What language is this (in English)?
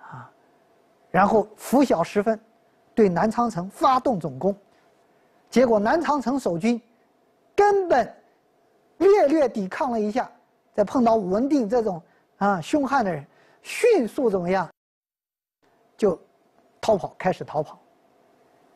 Chinese